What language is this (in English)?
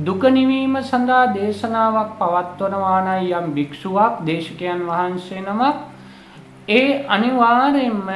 Sinhala